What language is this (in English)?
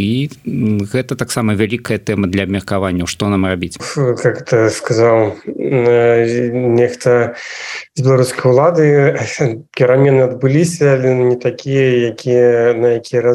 Belarusian